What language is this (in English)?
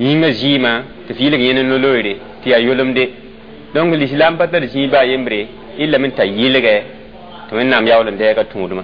Mossi